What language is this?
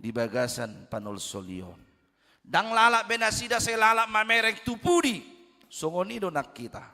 Batak Toba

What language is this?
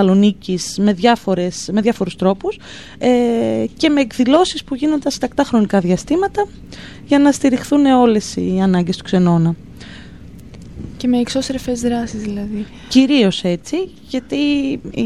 Greek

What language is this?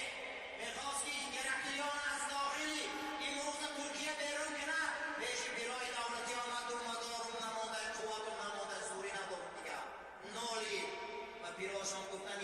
Tajik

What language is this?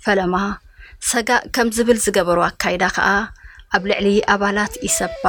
Tigrinya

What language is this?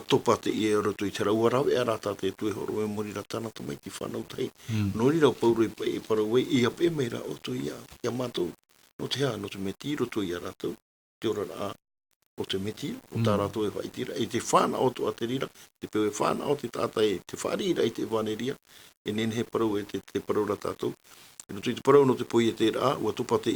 Tahitian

